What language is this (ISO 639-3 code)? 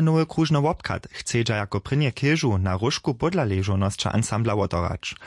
hsb